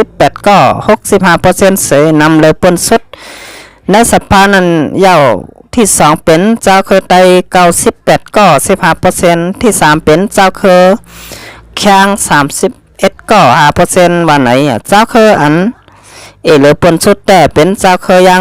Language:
Shan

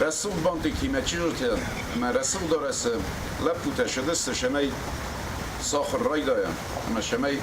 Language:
Ossetic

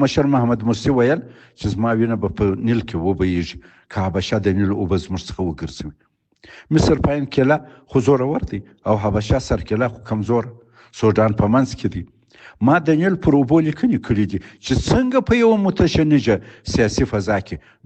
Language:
Pashto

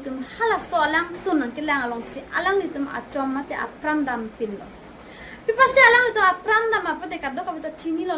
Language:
Karbi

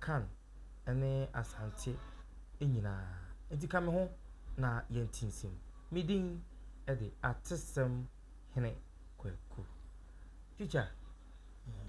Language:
Akan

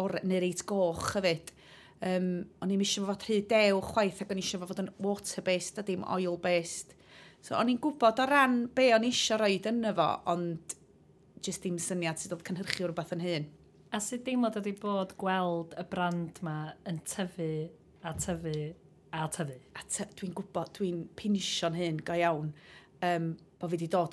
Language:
Welsh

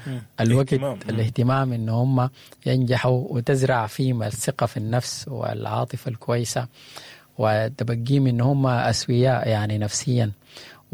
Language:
Sudanese Arabic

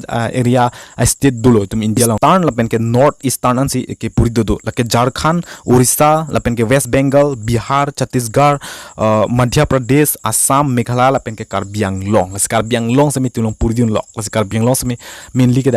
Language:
Karbi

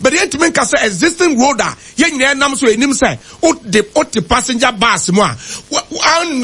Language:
Akan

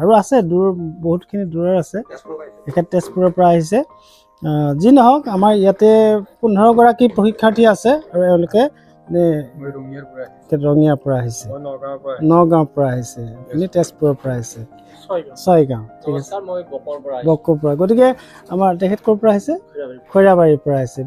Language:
Assamese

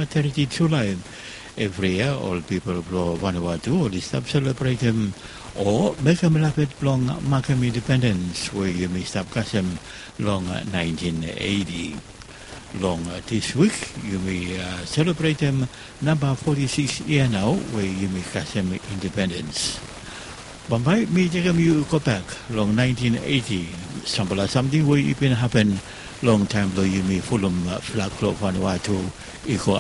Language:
Bislama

